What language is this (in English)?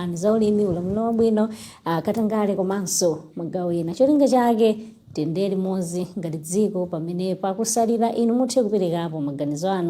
Nyanja